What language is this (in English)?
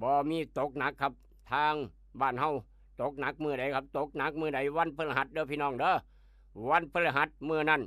Northeastern Thai